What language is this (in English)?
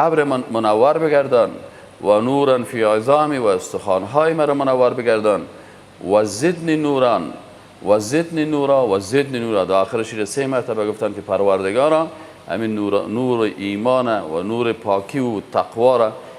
Persian